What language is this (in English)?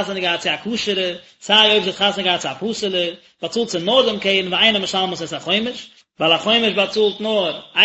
Yiddish